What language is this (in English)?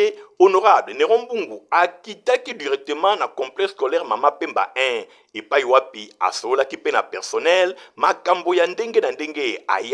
Lingala